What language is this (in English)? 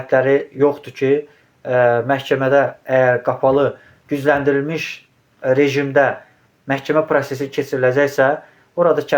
Azerbaijani